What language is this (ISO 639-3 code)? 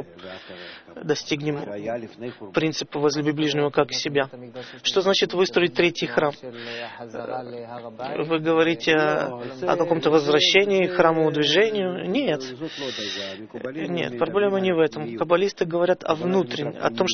rus